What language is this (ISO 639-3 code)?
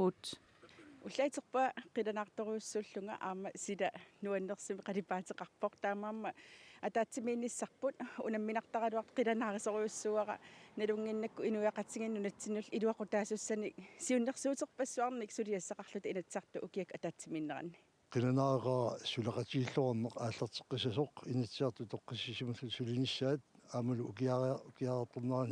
kal